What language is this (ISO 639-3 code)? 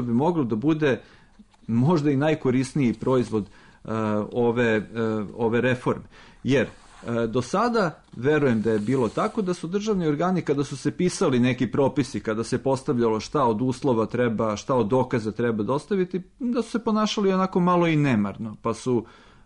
srp